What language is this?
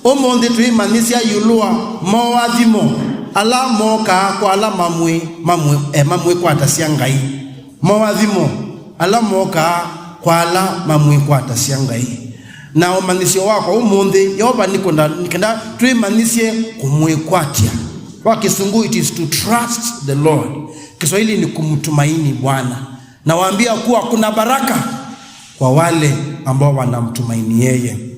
Kamba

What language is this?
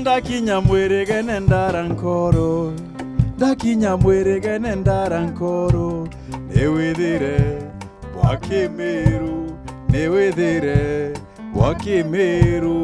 Meru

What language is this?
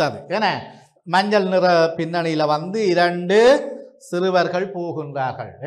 Tamil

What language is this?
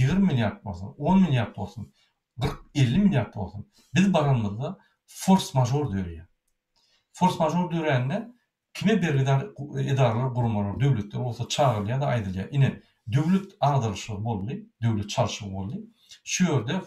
Turkmen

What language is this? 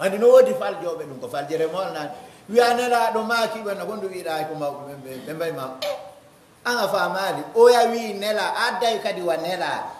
Pular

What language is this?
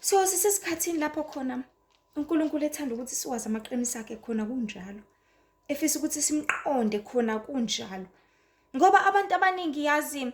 Zulu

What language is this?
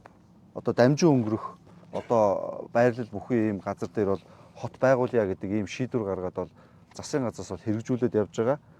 Mongolian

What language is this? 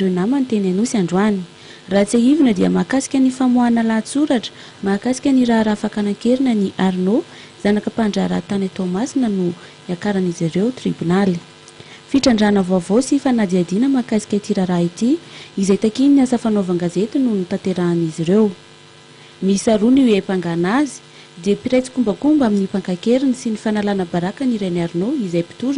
Malagasy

